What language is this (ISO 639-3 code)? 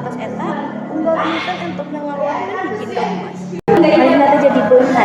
sun